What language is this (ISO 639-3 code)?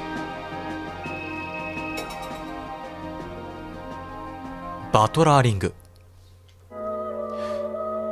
jpn